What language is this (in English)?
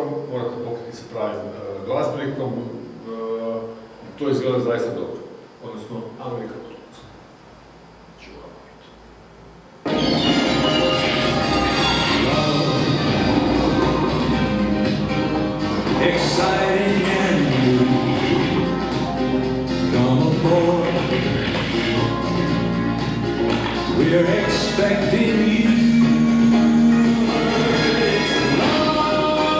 Croatian